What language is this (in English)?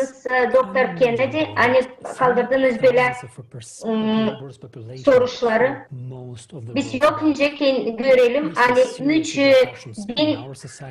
Gagauz